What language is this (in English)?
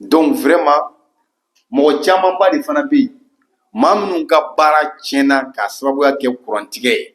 Bambara